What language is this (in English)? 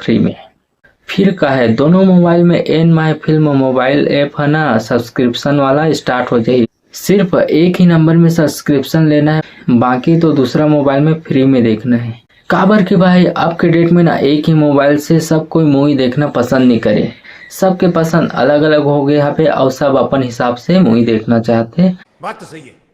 Chhattisgarhi